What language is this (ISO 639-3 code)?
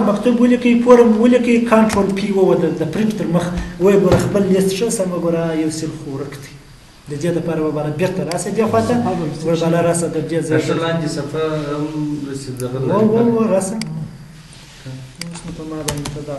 pus